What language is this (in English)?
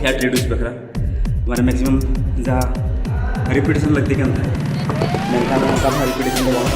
Santali